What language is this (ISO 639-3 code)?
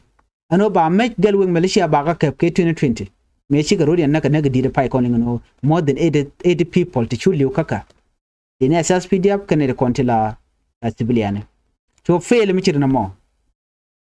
nus